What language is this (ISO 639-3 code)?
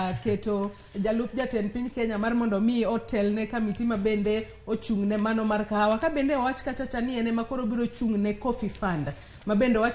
luo